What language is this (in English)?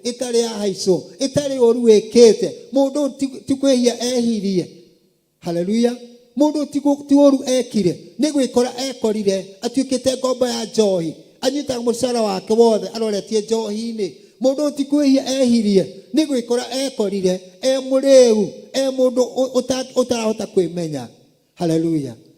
Kikuyu